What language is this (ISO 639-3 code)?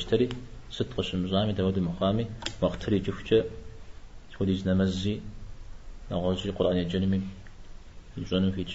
kbd